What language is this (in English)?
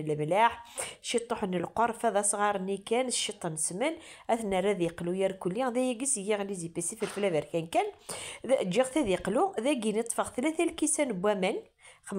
Kabyle